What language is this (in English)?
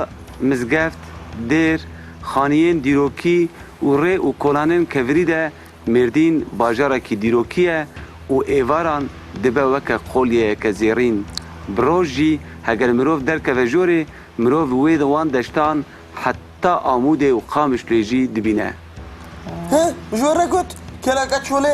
Kurdish